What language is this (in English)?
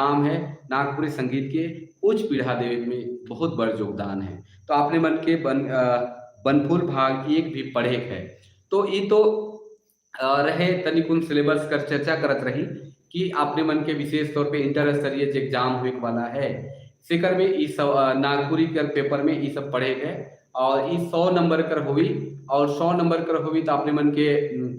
Sadri